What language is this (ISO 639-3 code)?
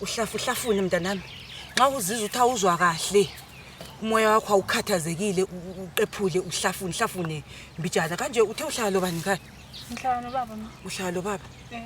zul